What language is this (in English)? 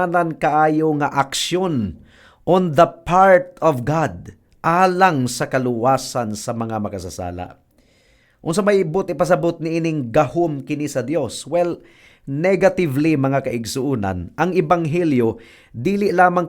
Cebuano